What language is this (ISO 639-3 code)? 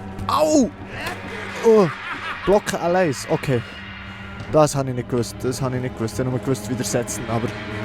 gsw